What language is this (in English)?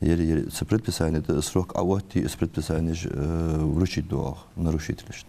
Ingush